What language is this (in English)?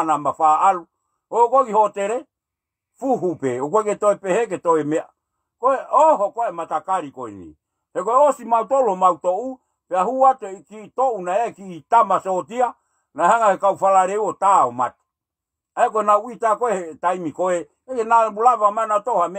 Tongan